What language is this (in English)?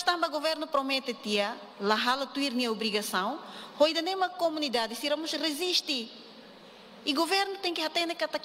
Tetum